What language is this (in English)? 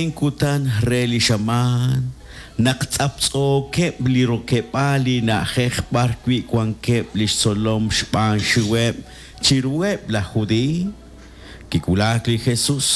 Kekchí